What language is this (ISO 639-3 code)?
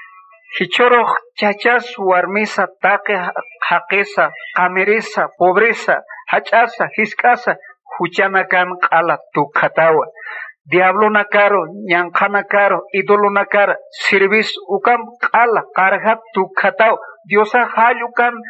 aym